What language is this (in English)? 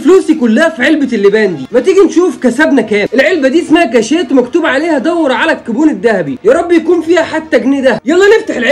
Egyptian Arabic